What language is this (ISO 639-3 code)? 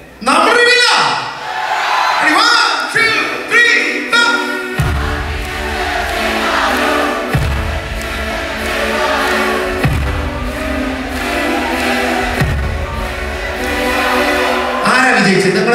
mal